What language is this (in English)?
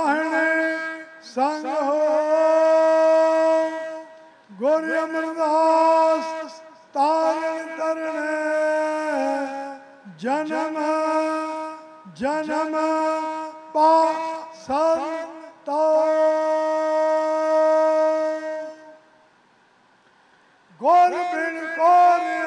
Punjabi